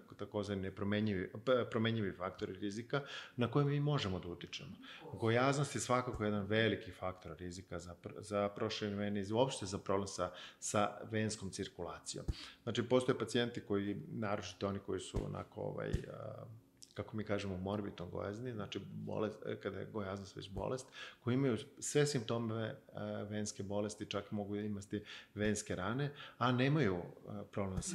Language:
Serbian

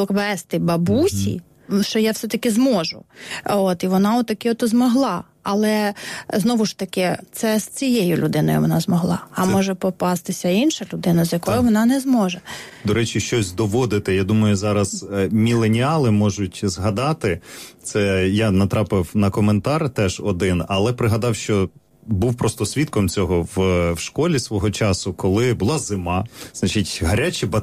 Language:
Ukrainian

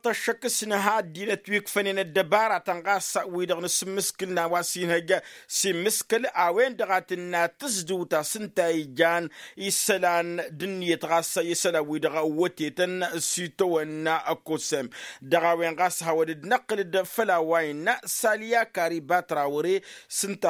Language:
Tamasheq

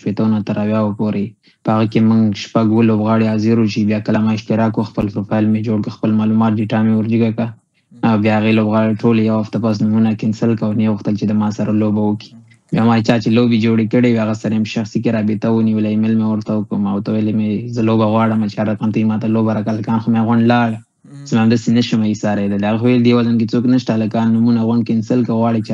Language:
Pashto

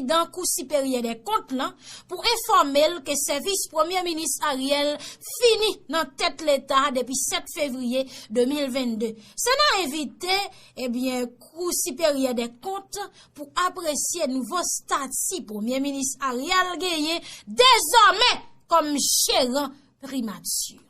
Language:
Haitian Creole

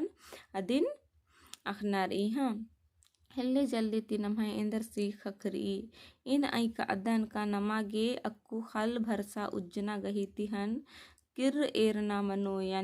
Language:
Kurukh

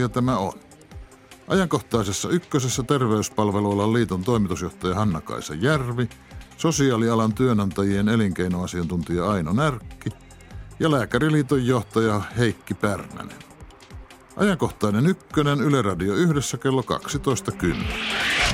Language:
Finnish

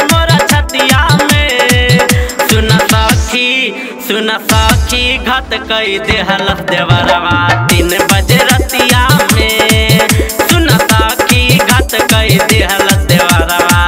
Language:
Bhojpuri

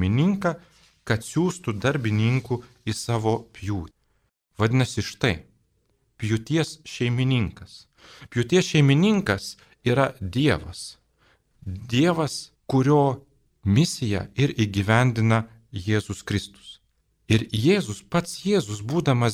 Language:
Lithuanian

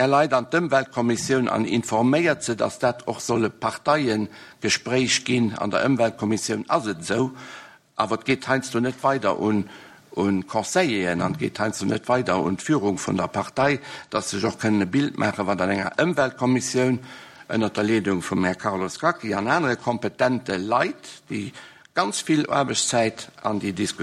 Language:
Luxembourgish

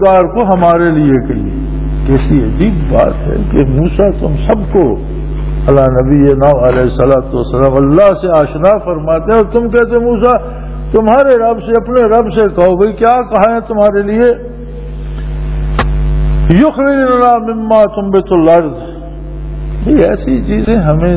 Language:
Urdu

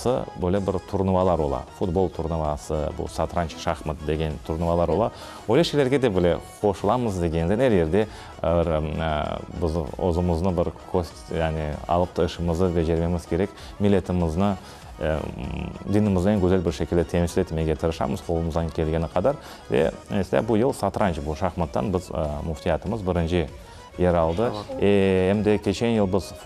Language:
Crimean Tatar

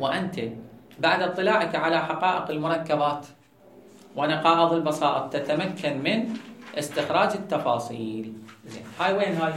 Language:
Mesopotamian Arabic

